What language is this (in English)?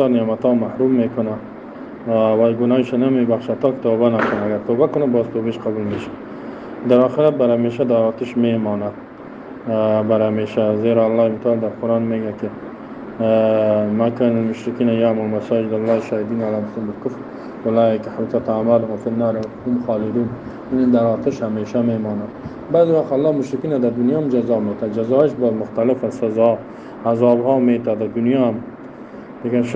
Persian